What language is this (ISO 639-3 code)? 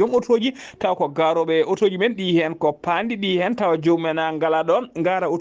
ful